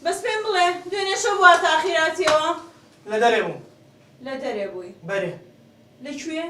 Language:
Central Kurdish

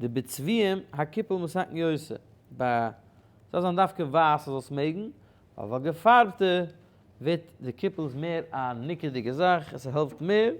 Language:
Yiddish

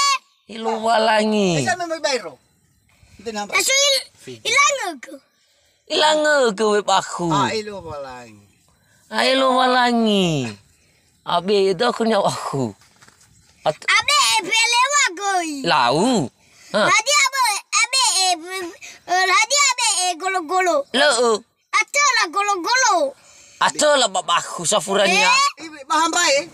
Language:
Nias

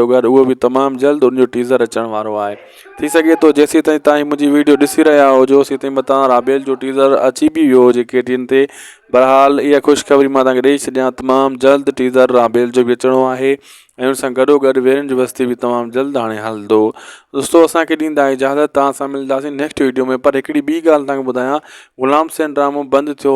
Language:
Sindhi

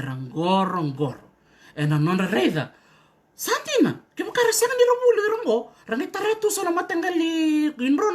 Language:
Fijian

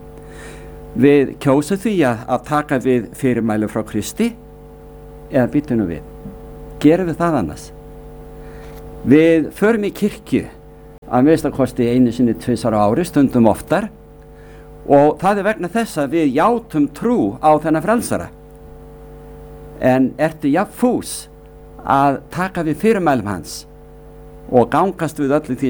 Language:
Icelandic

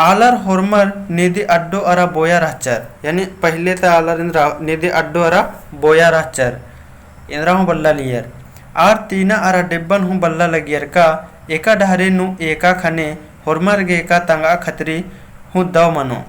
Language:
Kurukh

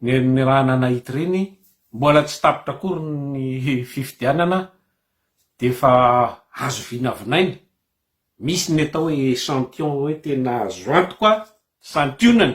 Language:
Malagasy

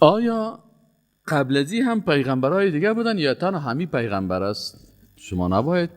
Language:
Persian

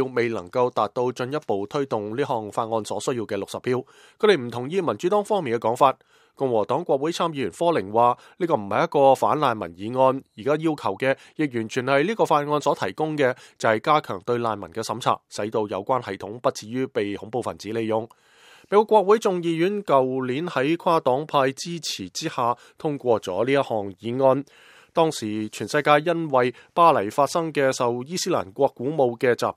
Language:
Cantonese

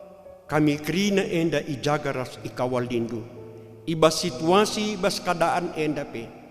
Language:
Batak Karo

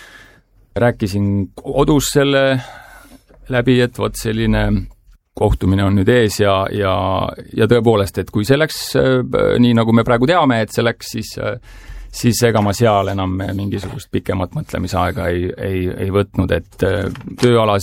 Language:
Estonian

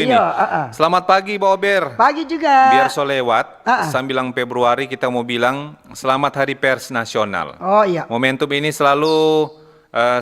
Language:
Manado Malay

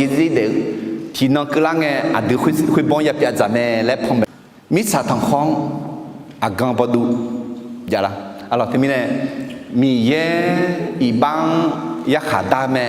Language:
Akha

